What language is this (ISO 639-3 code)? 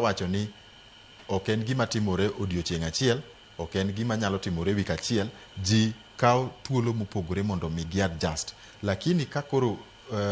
luo